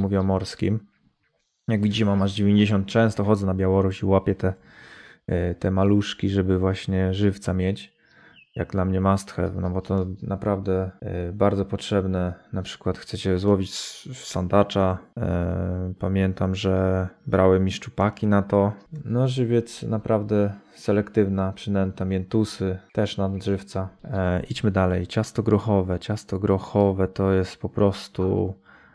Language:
Polish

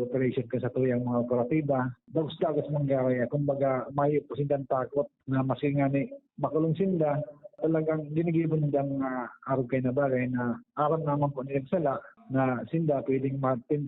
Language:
Bikol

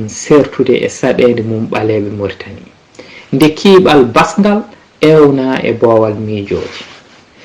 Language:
Fula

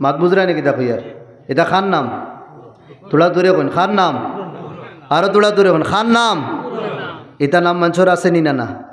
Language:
Sylheti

